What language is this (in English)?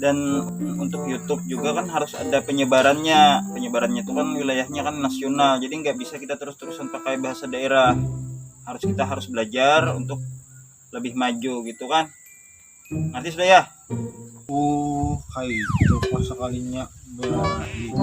Banjar